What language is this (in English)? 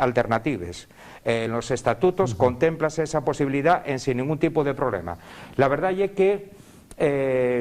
Asturian